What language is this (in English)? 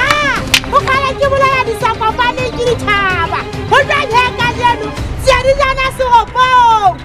Southern Sotho